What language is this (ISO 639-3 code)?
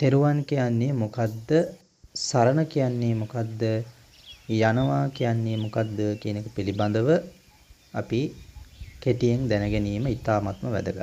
sin